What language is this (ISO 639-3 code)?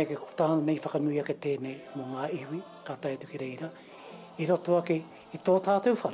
mri